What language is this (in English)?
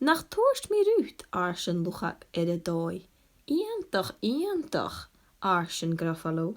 Scottish Gaelic